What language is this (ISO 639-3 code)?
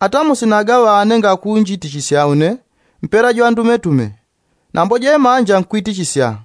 yao